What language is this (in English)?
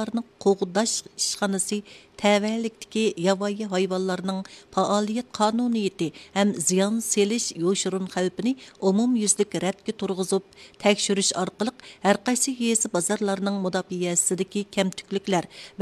Uyghur